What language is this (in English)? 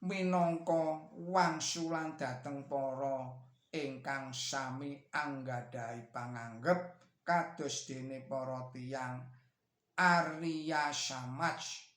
Javanese